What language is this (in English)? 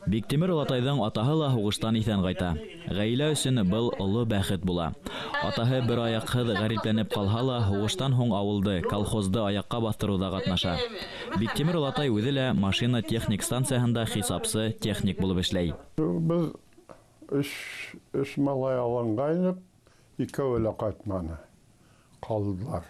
Bashkir